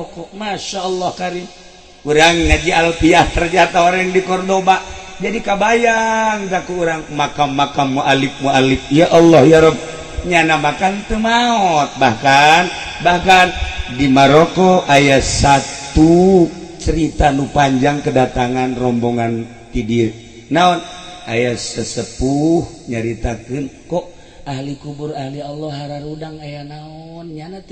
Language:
Sundanese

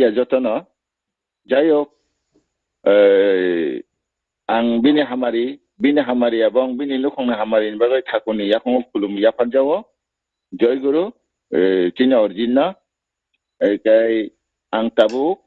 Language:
Kok Borok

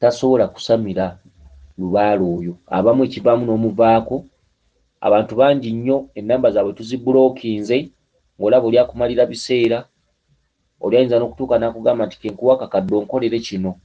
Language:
Ganda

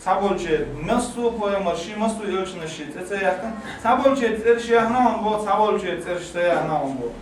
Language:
Chechen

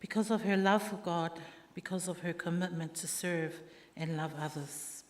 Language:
Samoan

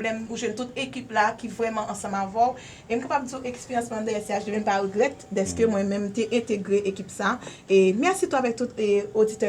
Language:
Haitian Creole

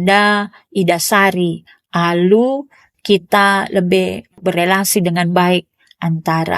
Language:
Batak Karo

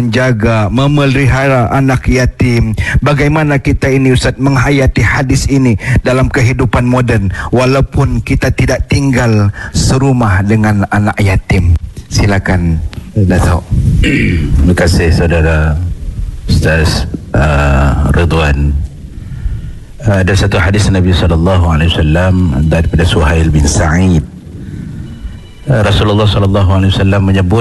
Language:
Malay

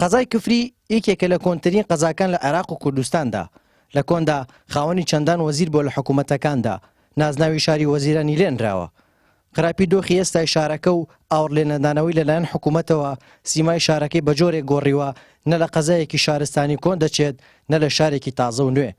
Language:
Central Kurdish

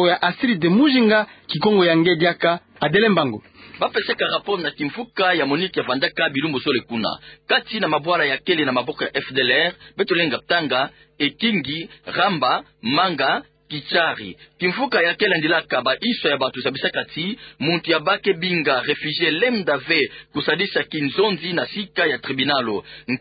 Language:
Kituba (Democratic Republic of Congo)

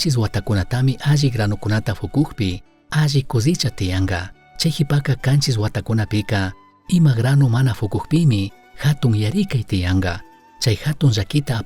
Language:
Chimborazo Highland Quichua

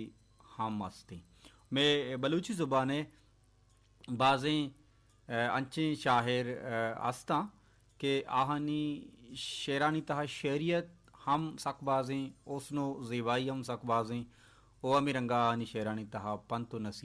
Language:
Baluchi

